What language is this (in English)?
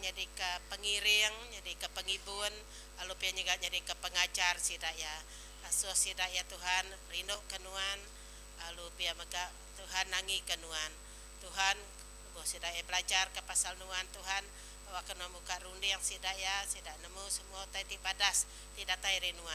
Iban